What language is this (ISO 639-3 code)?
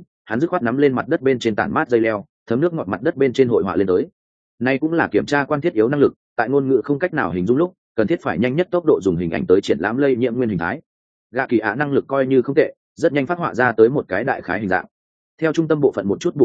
vie